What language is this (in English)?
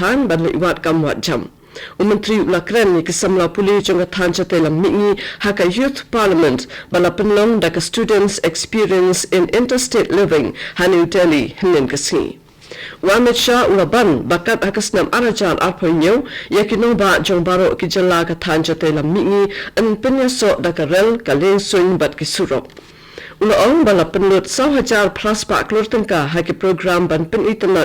Khasi